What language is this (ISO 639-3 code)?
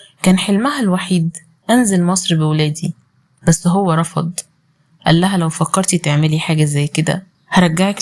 arz